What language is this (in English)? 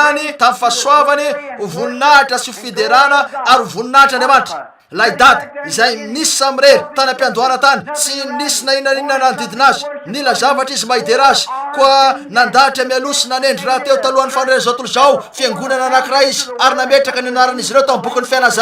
Malagasy